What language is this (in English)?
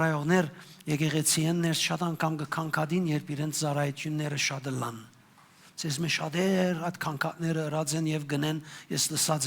Western Armenian